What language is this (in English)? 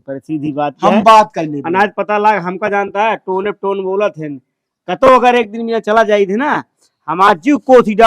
Awadhi